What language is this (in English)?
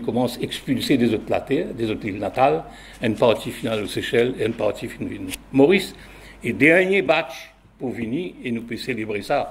Morisyen